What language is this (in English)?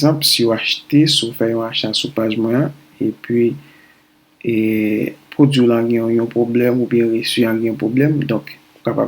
Haitian Creole